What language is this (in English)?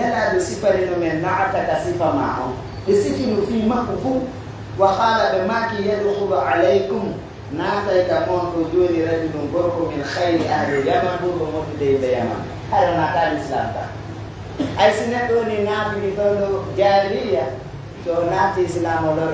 Pular